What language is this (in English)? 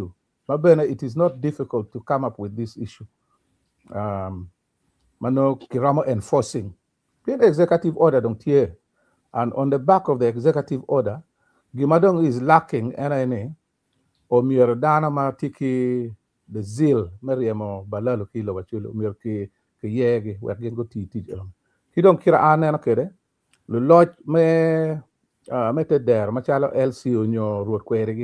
Acoli